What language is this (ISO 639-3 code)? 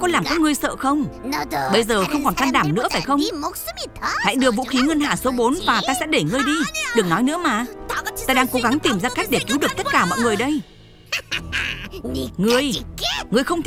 vie